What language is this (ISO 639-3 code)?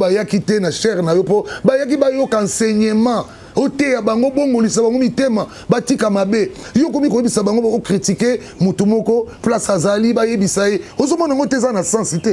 lin